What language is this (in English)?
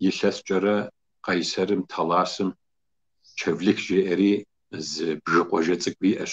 Kabardian